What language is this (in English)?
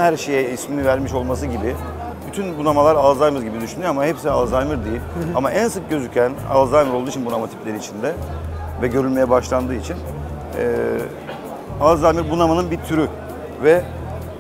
Turkish